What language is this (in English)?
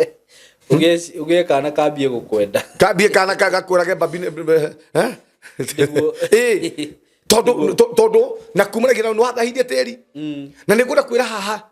Kikuyu